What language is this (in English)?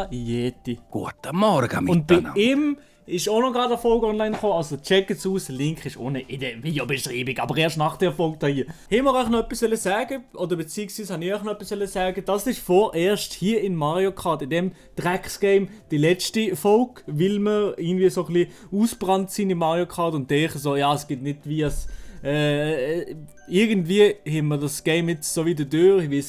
Swiss German